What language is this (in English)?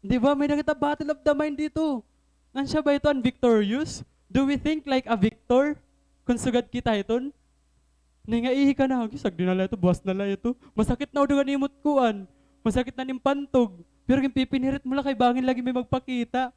Waray